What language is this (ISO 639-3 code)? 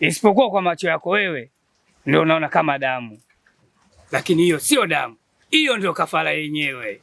swa